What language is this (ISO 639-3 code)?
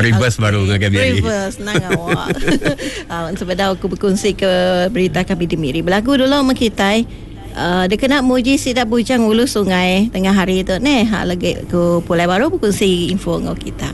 iba